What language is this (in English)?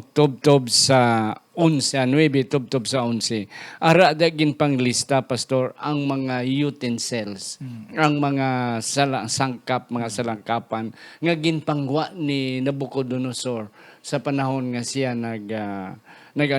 Hiligaynon